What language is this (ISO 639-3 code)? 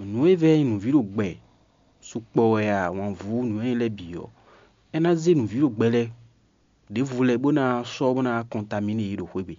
fon